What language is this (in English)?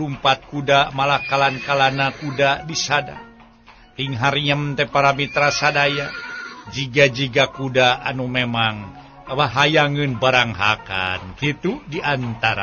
Sundanese